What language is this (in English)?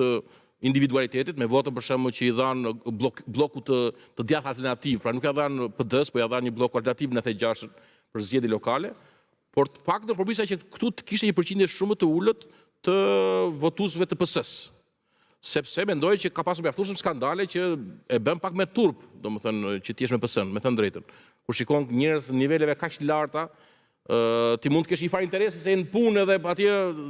Albanian